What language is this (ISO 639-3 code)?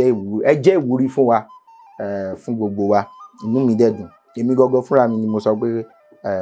yor